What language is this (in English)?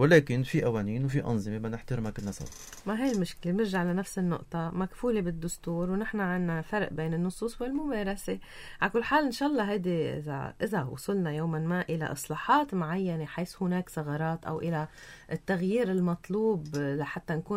North Levantine Arabic